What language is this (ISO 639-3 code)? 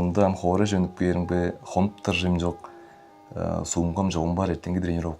tyv